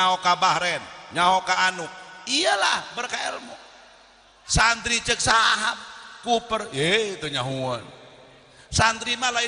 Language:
Sundanese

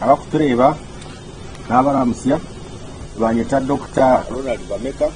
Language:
Nyankole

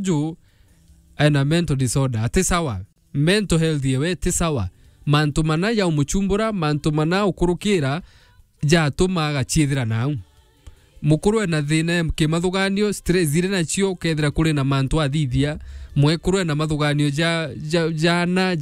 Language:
Meru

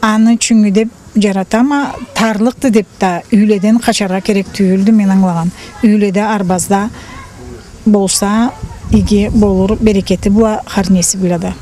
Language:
Karachay-Balkar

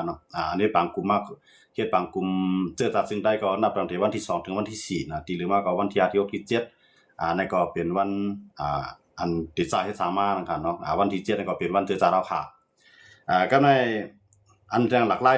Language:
Shan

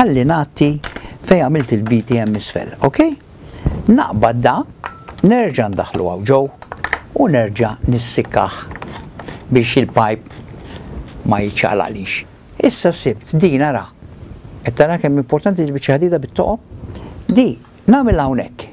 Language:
Maltese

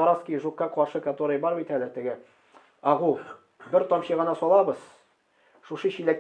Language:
Tatar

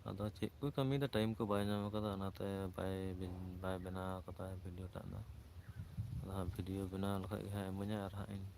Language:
Santali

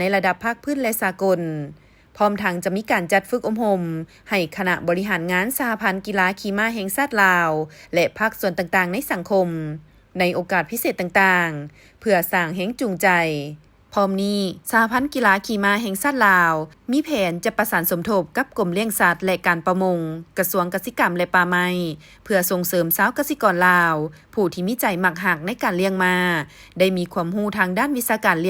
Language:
Lao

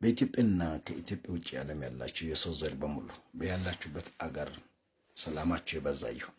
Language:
Amharic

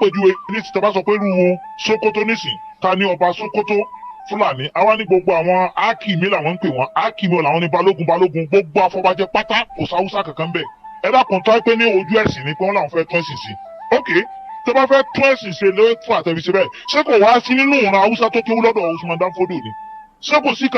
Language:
Yoruba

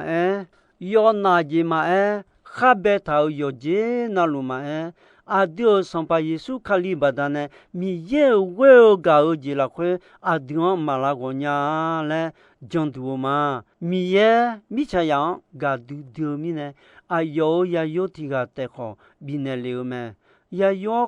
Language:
Akha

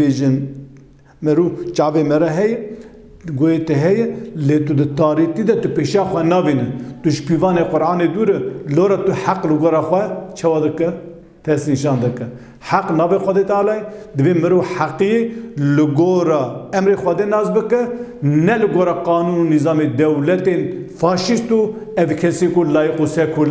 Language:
Kurdish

